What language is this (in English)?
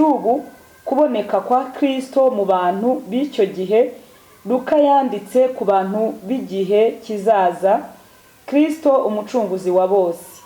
Kinyarwanda